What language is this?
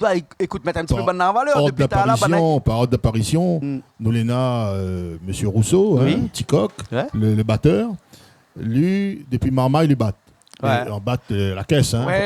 Réunion Creole French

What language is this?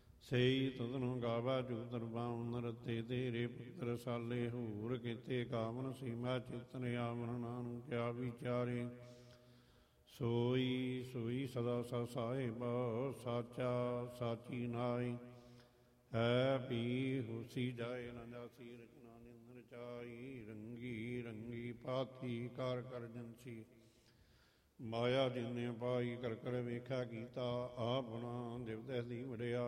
Punjabi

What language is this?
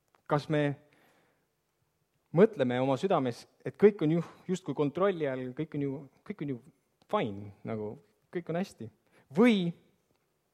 Estonian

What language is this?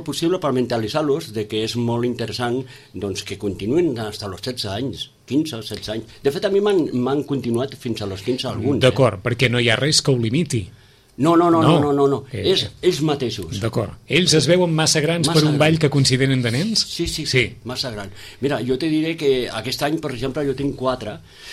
Catalan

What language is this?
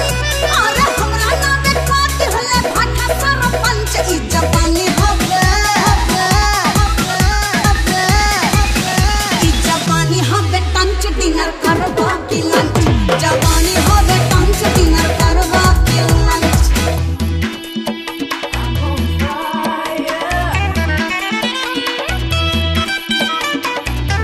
Bhojpuri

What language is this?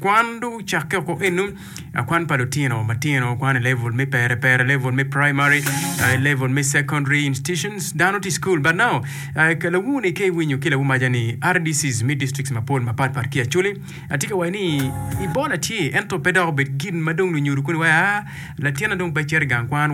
Acoli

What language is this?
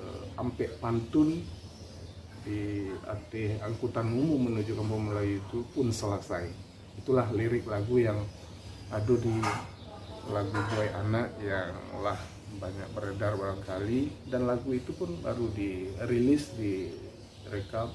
Minangkabau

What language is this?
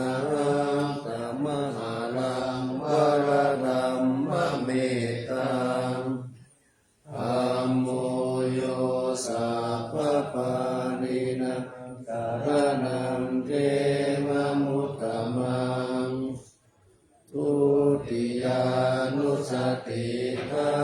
Pali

